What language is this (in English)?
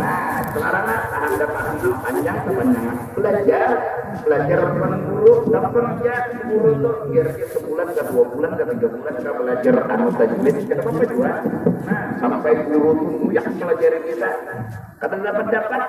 Banjar